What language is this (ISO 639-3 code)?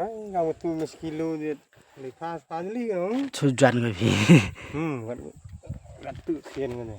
kha